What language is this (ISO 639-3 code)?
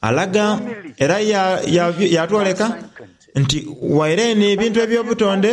xog